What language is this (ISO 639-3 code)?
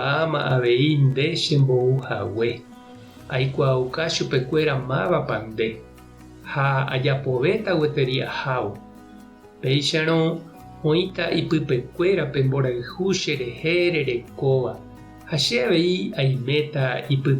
grn